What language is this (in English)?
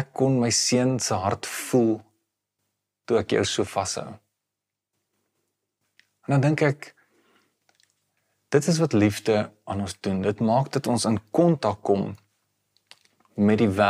Afrikaans